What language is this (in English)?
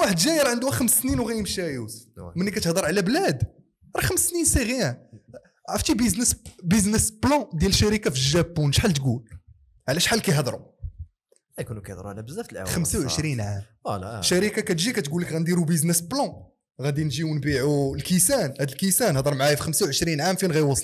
Moroccan Arabic